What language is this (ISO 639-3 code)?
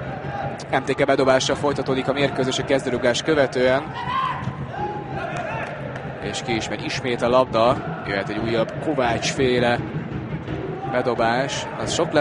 hun